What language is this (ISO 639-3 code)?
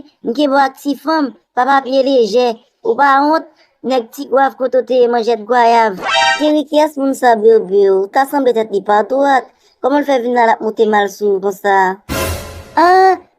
hat